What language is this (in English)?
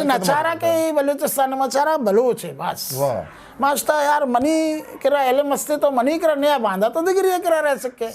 Eastern Balochi